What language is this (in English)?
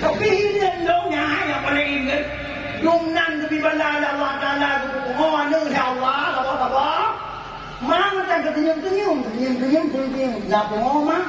Achinese